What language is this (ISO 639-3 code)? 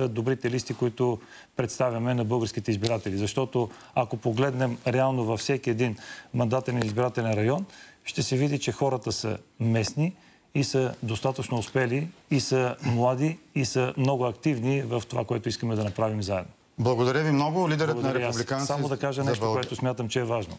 bul